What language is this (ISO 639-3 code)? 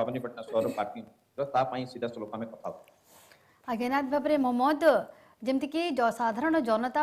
ori